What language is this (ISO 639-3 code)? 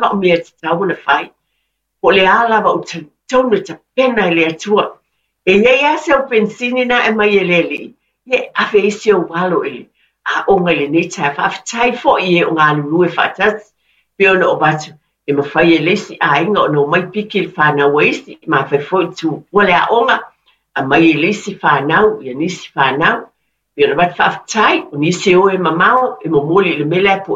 smo